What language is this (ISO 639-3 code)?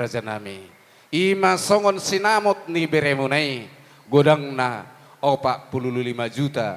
bbc